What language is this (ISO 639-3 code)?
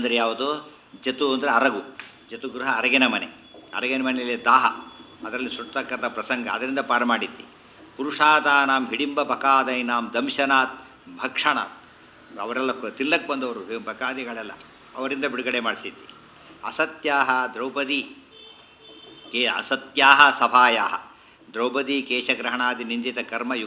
kan